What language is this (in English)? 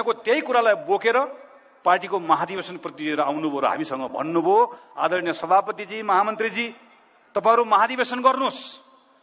Nepali